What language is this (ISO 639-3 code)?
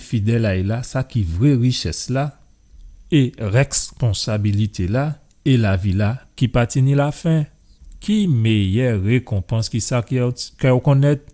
gcf